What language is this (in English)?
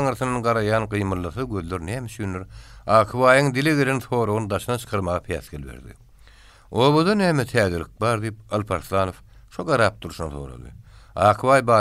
Turkmen